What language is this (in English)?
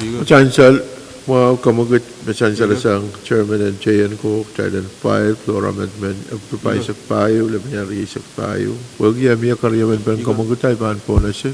Pohnpeian